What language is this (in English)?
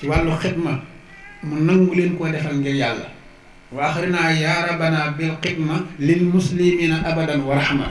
Wolof